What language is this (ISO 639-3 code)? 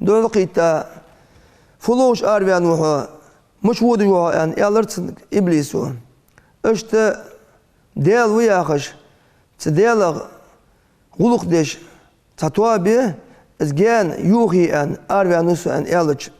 inh